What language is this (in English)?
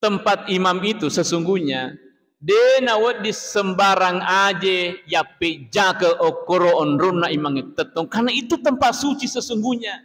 Buginese